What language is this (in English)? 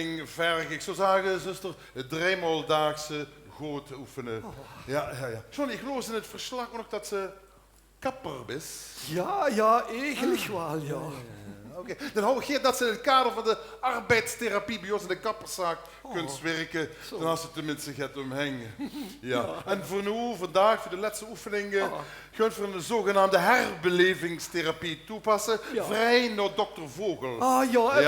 Limburgish